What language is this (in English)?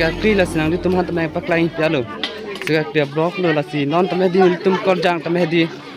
Karbi